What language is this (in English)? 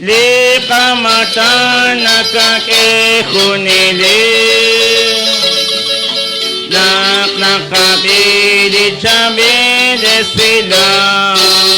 Kekchí